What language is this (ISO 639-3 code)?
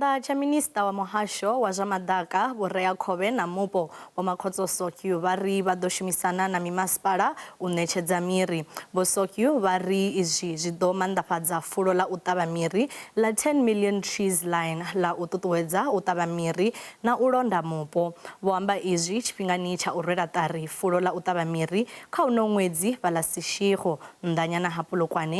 ven